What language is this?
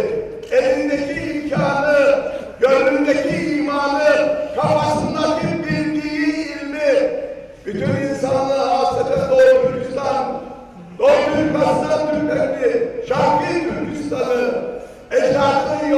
Turkish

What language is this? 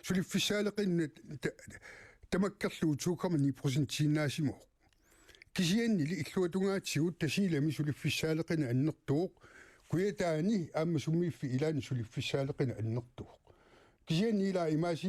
Kalaallisut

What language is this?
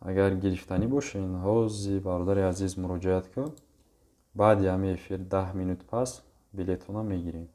Tajik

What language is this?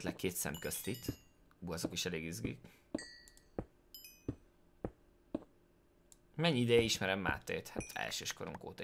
Hungarian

